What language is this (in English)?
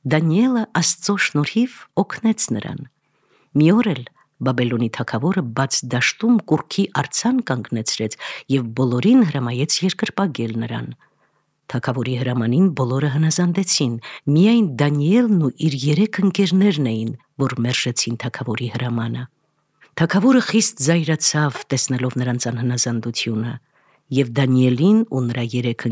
Armenian